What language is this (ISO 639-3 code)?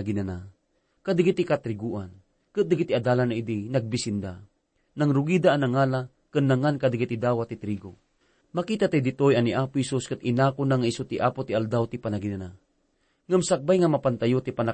ilo